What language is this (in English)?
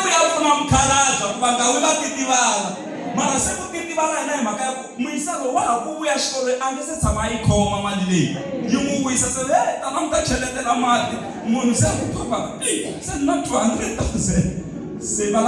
Tsonga